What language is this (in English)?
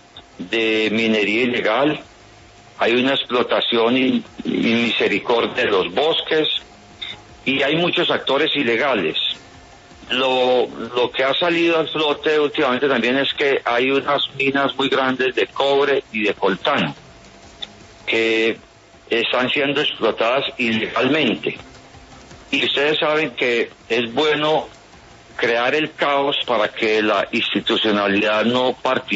Spanish